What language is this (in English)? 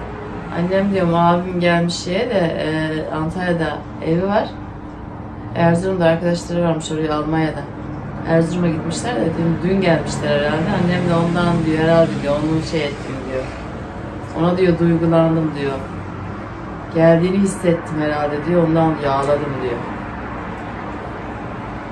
Turkish